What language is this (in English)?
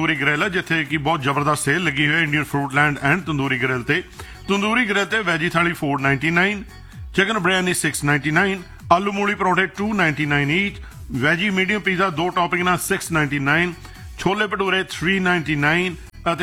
Punjabi